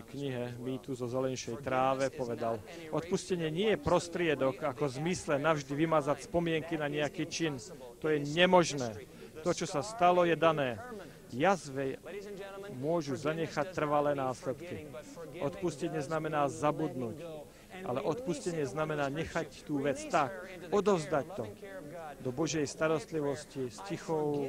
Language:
Slovak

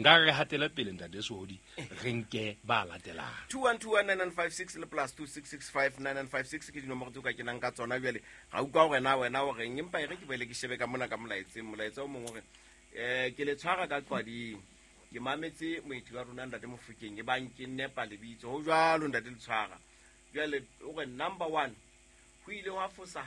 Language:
Southern Sotho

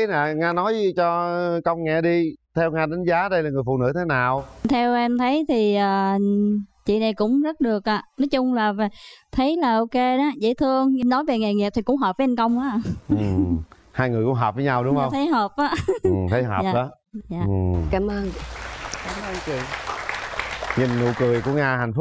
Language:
Vietnamese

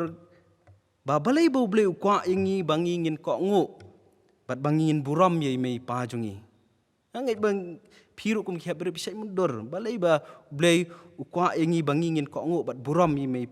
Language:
Khasi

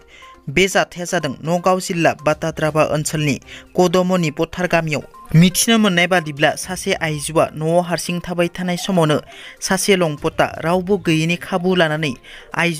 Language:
Bodo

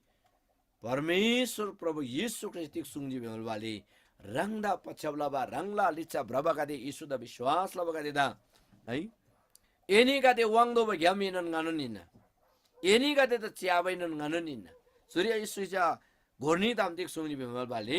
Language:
Eastern Tamang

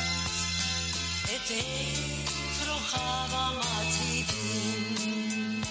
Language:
Hebrew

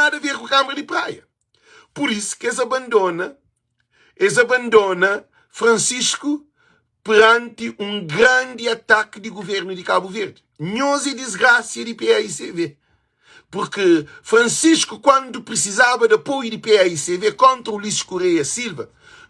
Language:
Kabuverdianu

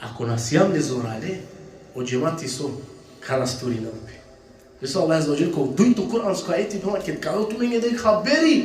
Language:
Balkan Romani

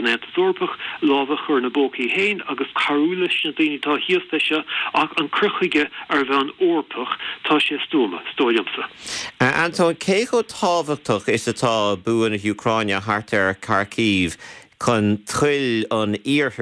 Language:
Irish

